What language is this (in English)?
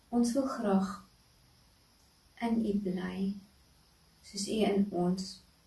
Afrikaans